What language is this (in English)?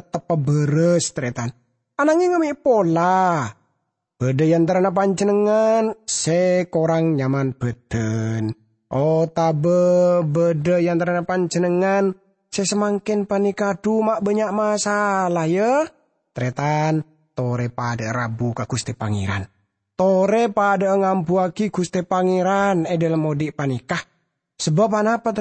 Madurese